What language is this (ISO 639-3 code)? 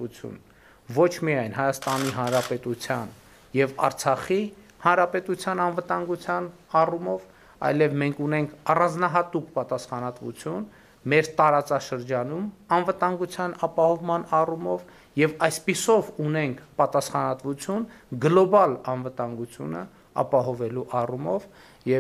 hye